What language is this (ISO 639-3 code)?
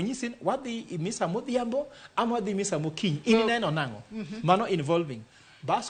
luo